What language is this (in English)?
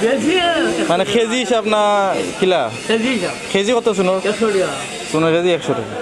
Sylheti